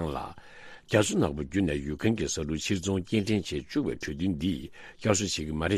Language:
Tibetan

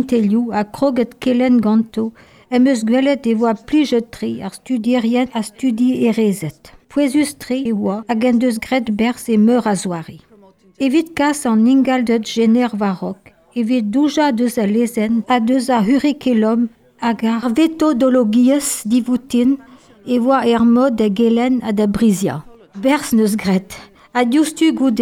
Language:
Breton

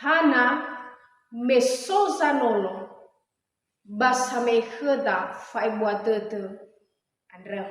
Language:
Nias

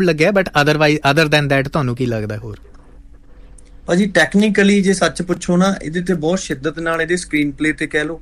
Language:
Punjabi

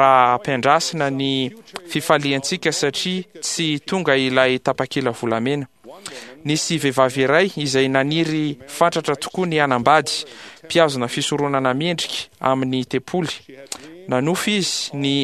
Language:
Malagasy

